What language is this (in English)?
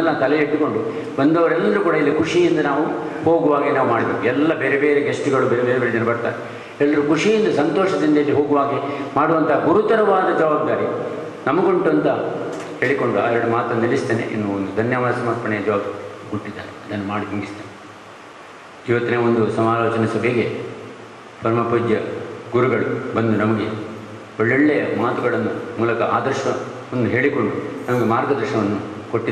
Kannada